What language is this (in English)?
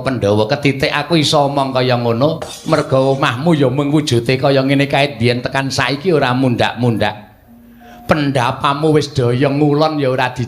Javanese